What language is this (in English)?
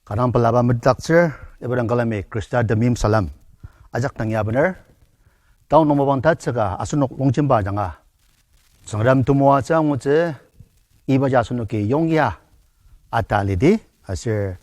Ao Naga